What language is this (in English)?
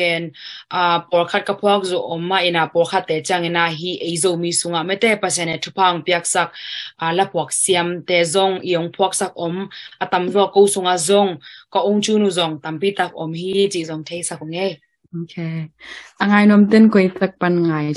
Tedim Chin